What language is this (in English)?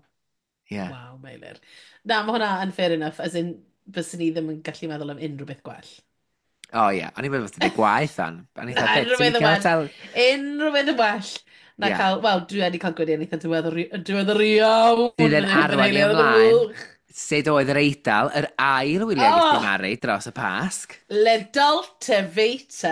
Welsh